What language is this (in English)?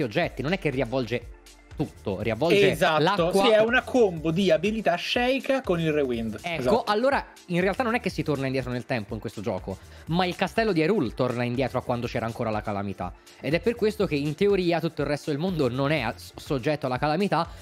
Italian